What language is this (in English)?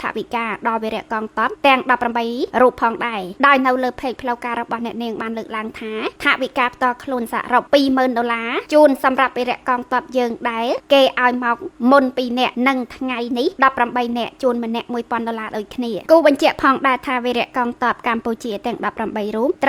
Khmer